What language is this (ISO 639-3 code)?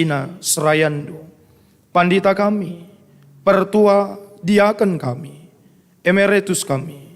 btx